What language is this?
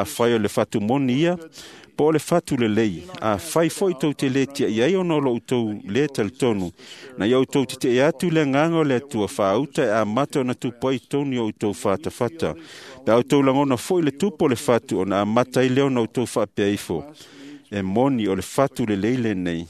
Samoan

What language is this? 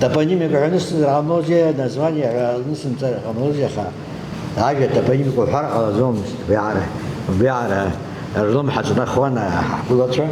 Abkhazian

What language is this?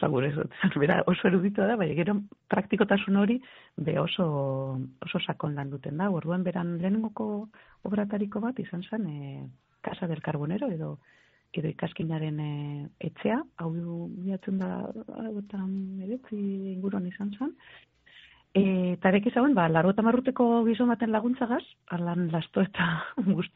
Basque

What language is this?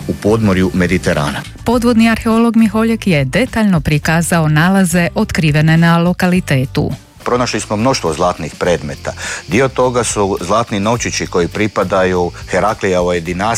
Croatian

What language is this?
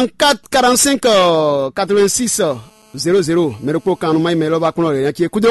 Fon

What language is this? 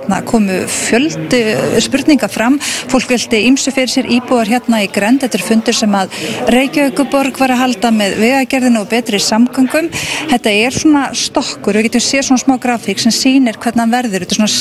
Icelandic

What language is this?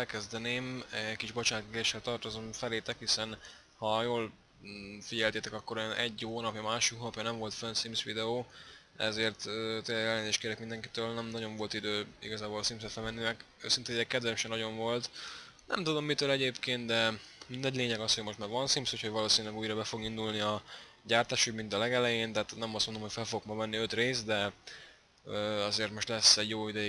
Hungarian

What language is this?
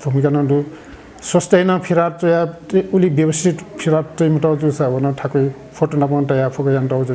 Newari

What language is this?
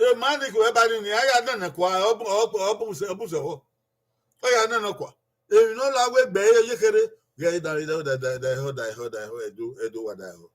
Bini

